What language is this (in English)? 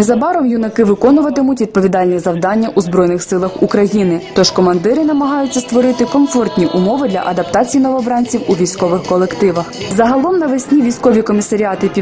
Ukrainian